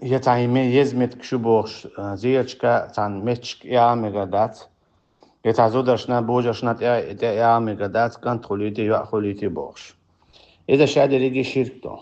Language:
Chechen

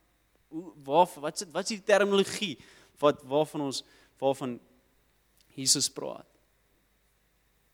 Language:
Afrikaans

